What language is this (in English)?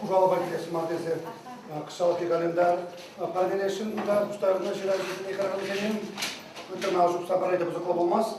Chuvash